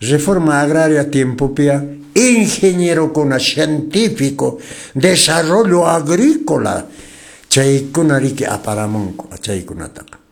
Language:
Quechua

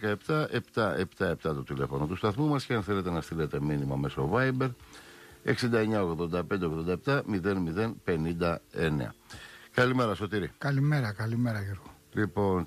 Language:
Greek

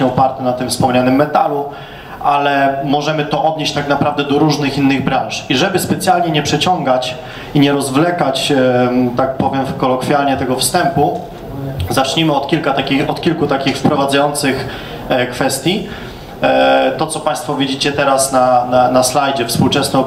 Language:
Polish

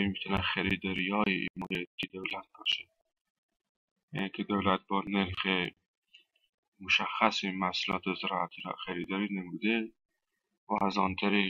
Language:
Persian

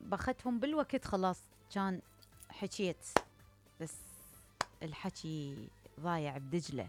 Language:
Mesopotamian Arabic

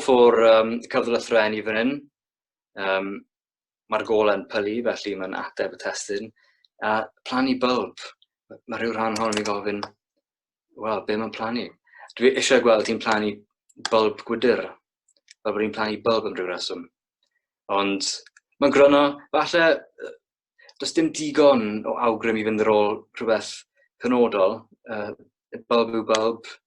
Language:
Welsh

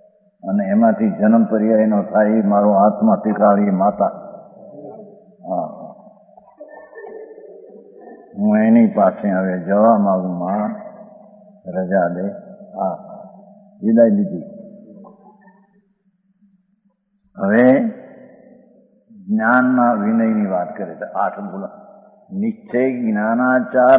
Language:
Gujarati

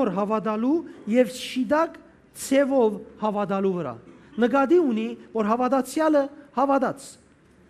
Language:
Western Armenian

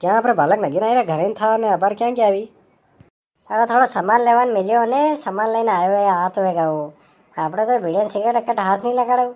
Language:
Rajasthani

